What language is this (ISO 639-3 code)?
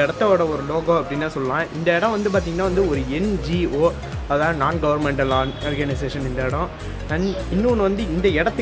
tam